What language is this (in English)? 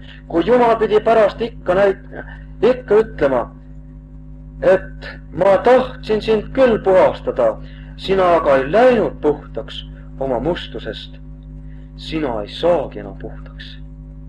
Estonian